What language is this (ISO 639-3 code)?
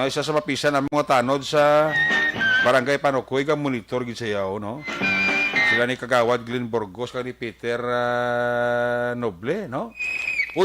hil